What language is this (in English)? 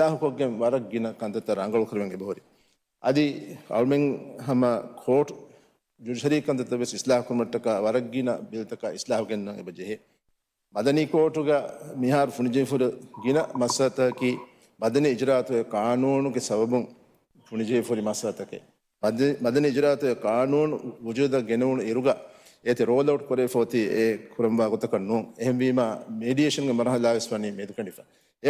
Divehi